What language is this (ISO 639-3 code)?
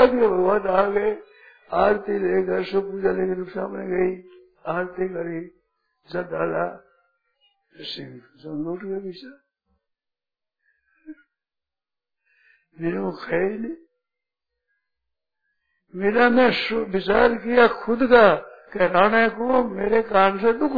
hin